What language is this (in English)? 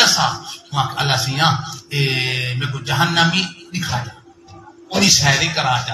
Saraiki